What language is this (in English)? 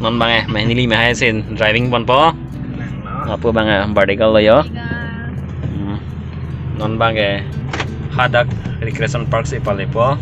Karbi